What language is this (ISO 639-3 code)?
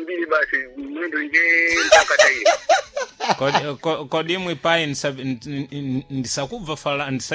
seh